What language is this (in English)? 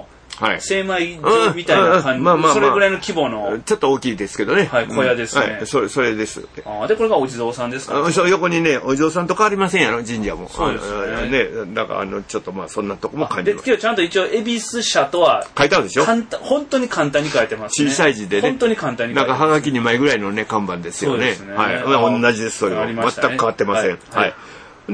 Japanese